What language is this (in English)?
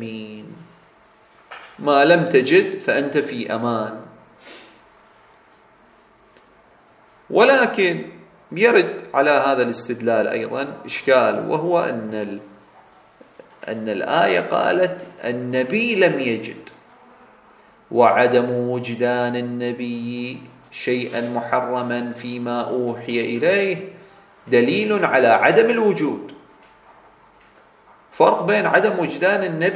Arabic